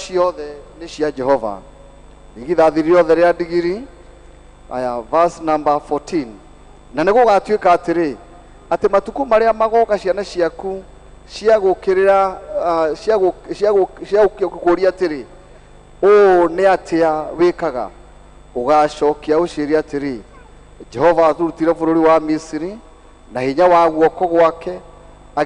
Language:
Kikuyu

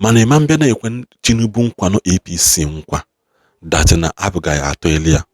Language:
Igbo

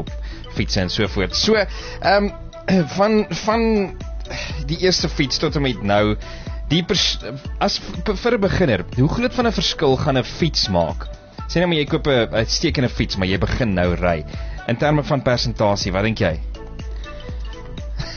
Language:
Afrikaans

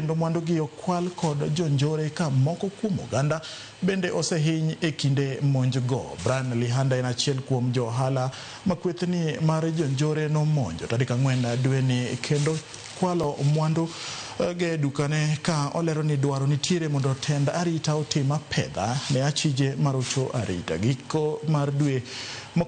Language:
Luo (Kenya and Tanzania)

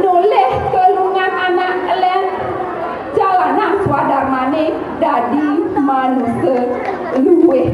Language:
Balinese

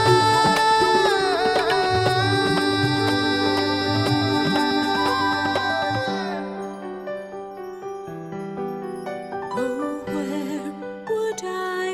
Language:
Tamil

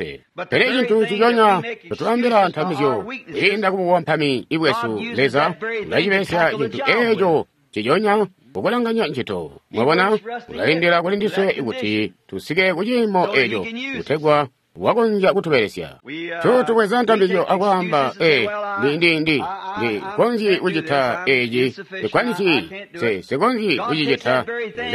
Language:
Tonga (Zambia)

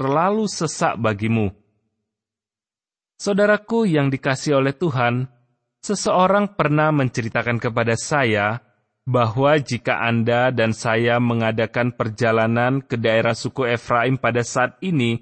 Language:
Indonesian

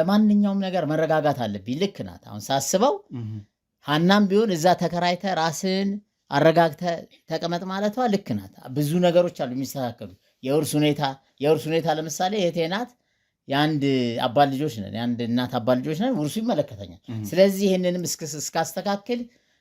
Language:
Amharic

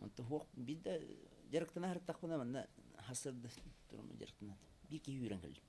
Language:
Yakut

